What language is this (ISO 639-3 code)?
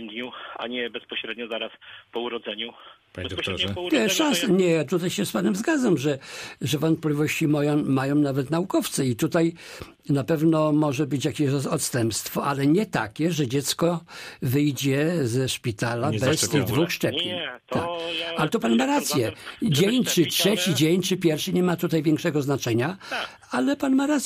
pol